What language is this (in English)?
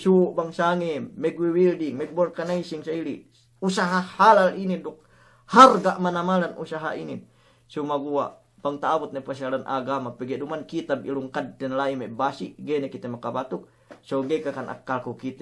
Yakan